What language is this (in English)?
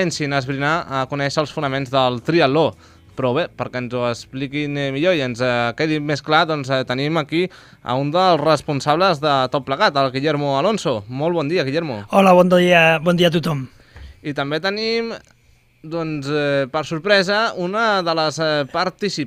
Catalan